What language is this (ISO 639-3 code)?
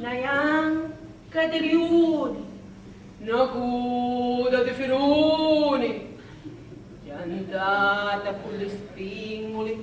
scn